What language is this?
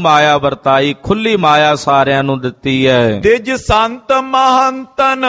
Punjabi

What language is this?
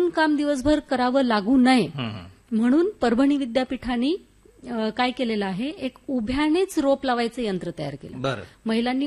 Marathi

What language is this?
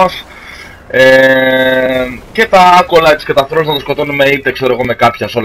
Greek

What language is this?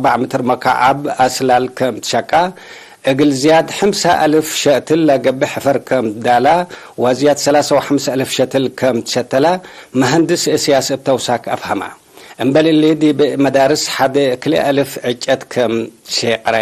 Tigre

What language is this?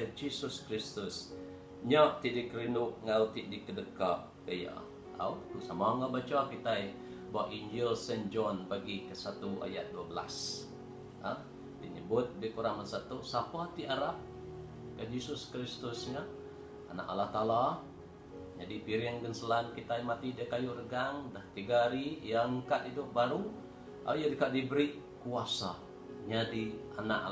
Iban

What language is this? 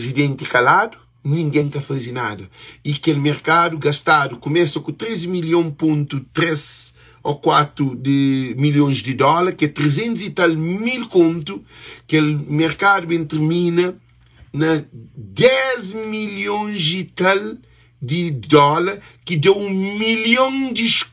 Kabuverdianu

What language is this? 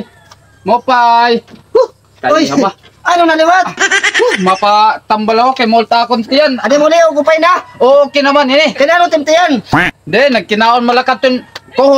Waray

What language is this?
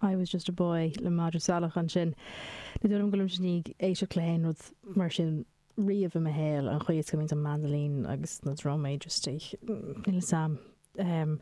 Irish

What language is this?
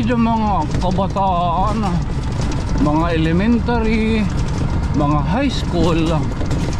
Waray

